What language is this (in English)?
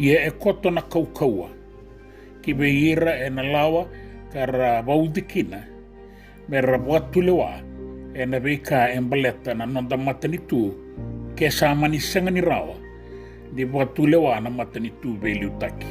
Fijian